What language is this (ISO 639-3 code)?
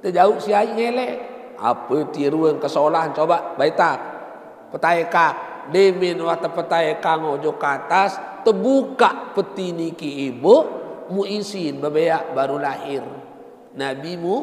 sas